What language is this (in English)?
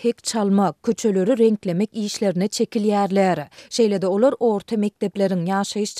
Turkmen